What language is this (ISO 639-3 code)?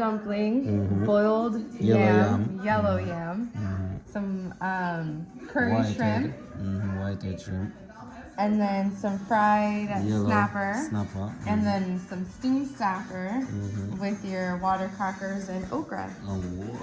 jam